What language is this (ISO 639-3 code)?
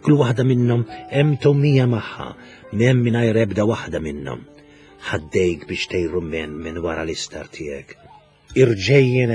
mlt